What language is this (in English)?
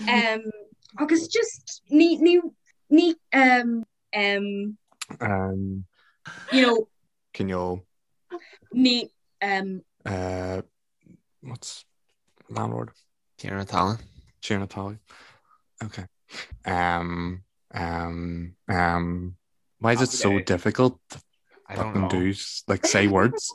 Irish